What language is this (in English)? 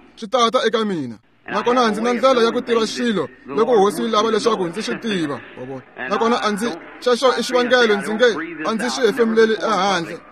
Tsonga